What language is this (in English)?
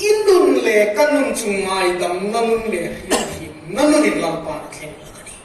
Hmar